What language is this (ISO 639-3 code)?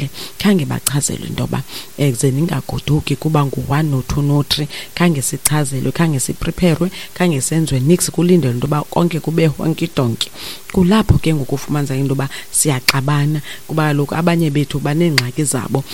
xho